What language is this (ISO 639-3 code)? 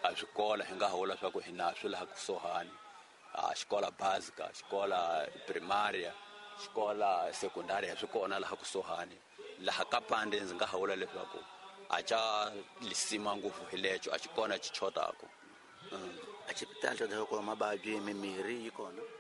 tso